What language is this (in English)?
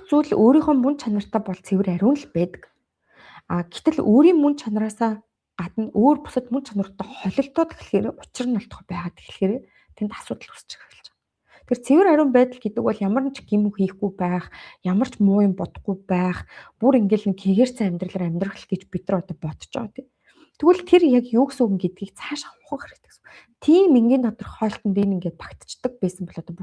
Mongolian